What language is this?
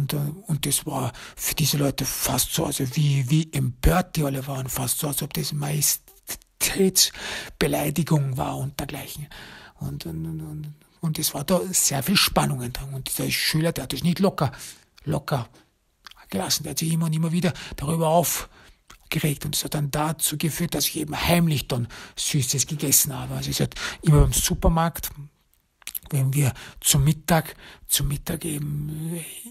German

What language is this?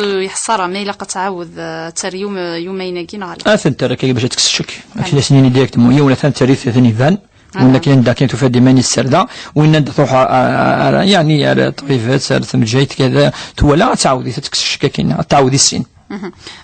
Kabyle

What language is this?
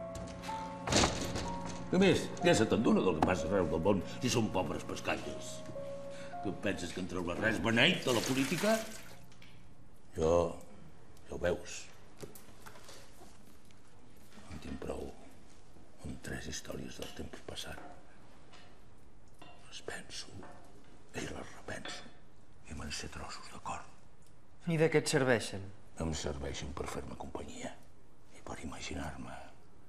Catalan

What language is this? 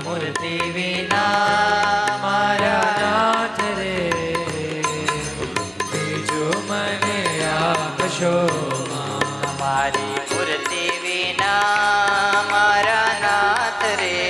Gujarati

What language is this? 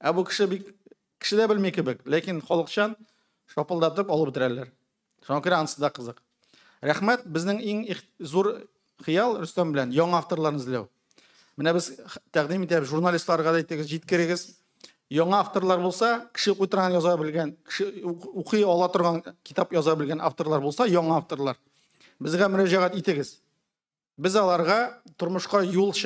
Tatar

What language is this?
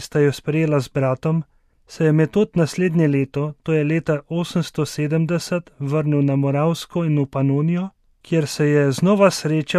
Slovenian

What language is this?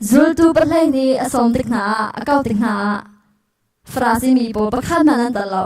Hakha Chin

